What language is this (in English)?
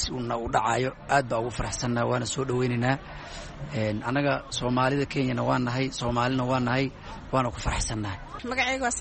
Somali